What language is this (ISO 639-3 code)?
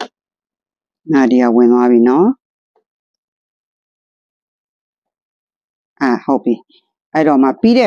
mya